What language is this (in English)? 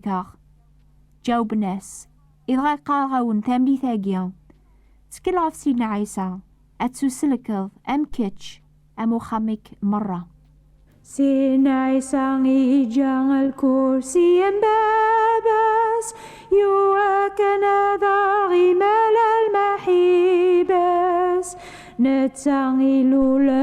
Kabyle